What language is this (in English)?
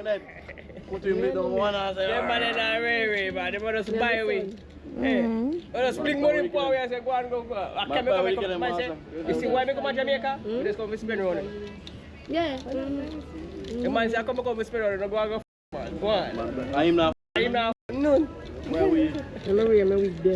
Jamaican Creole English